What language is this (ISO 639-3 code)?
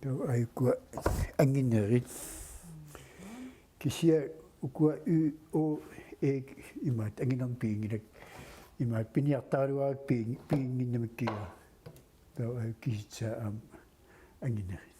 kal